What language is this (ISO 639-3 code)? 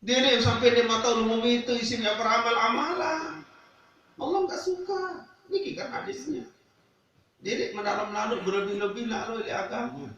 sas